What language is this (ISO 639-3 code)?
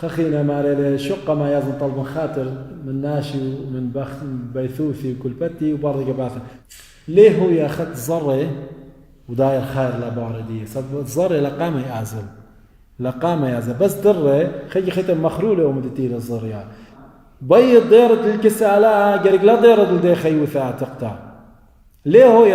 aii